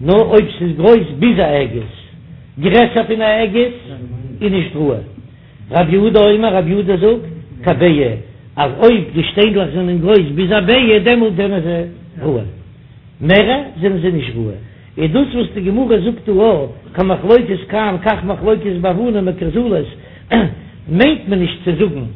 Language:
Yiddish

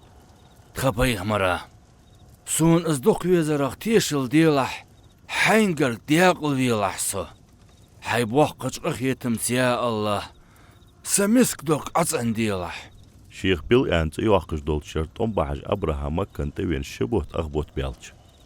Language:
Ingush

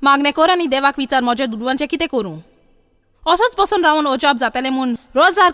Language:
Konkani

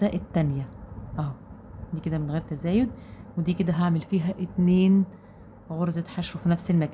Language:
Egyptian Arabic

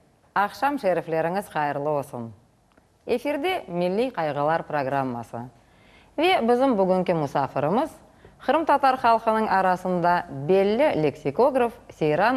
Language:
Crimean Tatar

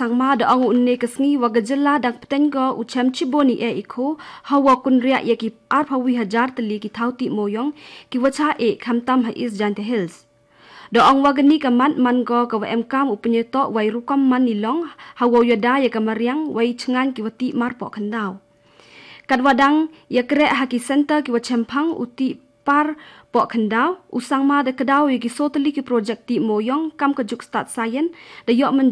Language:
Khasi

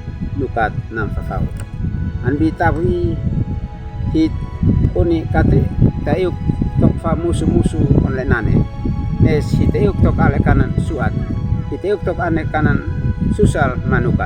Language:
Uab Meto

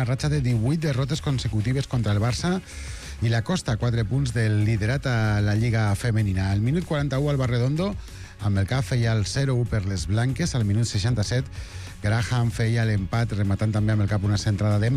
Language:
Catalan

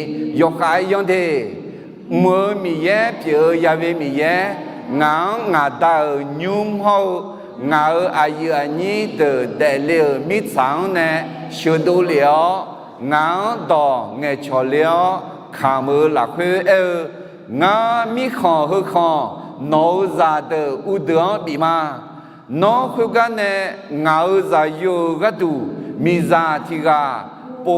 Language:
Akha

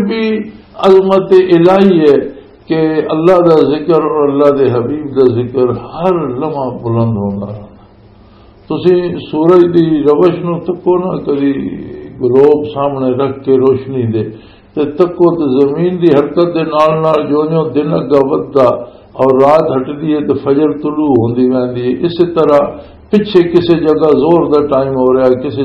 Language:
Western Panjabi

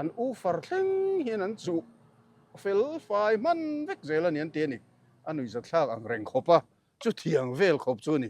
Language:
Mizo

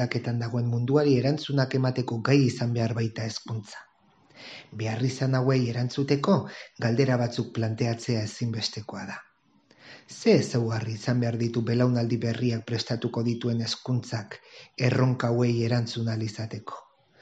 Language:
Basque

